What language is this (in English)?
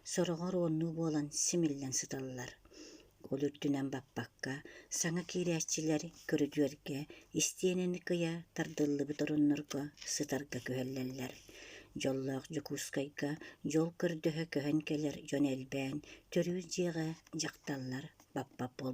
Yakut